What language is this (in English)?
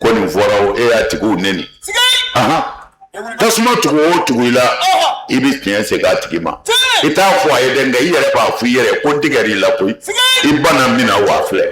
Bambara